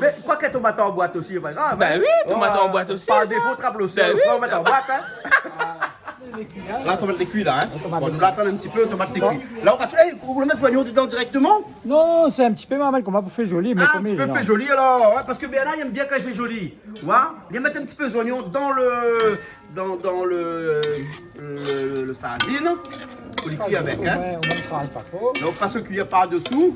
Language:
Réunion Creole French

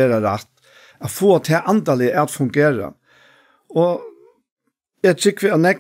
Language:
Faroese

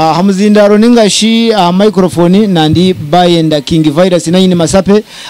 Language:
Nyankole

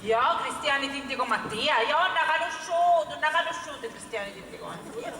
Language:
Sicilian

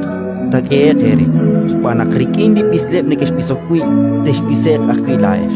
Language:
Kekchí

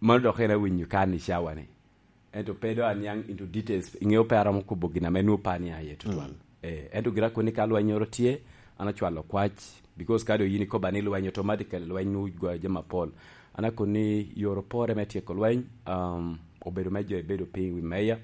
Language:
Lango (Uganda)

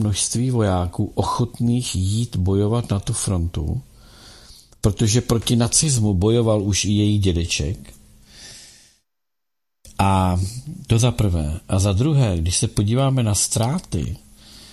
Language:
Czech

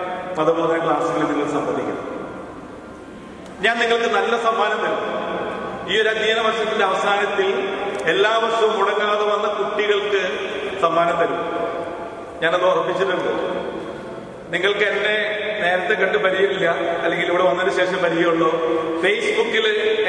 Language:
Malayalam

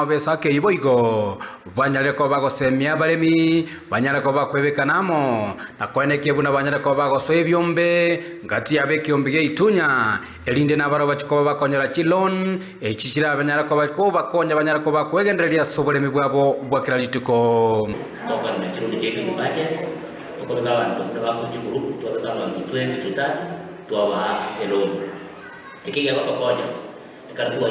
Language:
Gusii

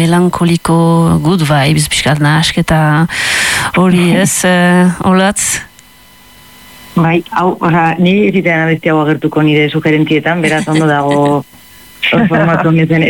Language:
Basque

